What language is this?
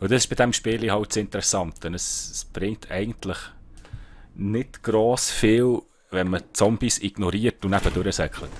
Swiss German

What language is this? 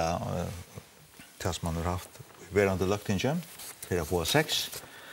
Faroese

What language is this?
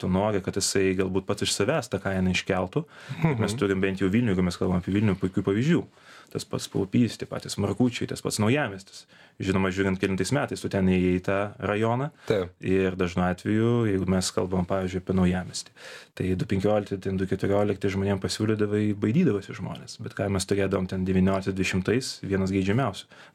Lithuanian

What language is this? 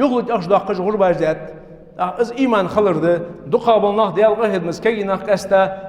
Ingush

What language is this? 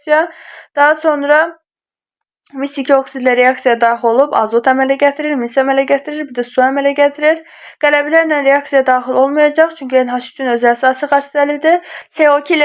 Azerbaijani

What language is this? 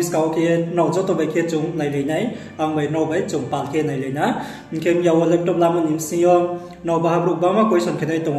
Riang (India)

